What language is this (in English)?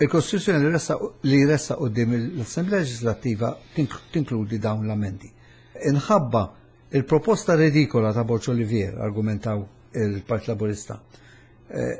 Maltese